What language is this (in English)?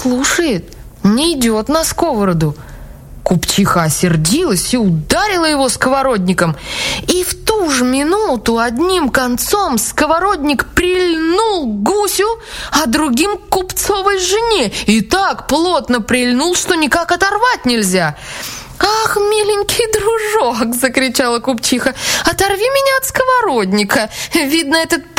Russian